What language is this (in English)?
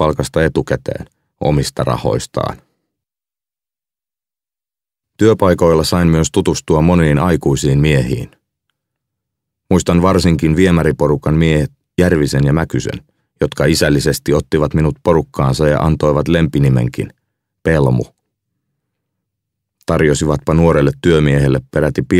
Finnish